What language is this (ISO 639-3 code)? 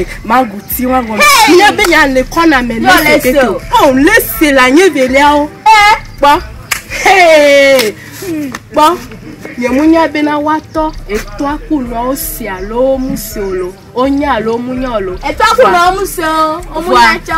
ewe